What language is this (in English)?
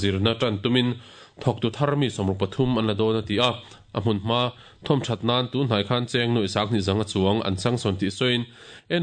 Mizo